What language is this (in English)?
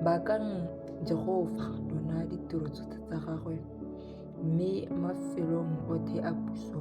Tswana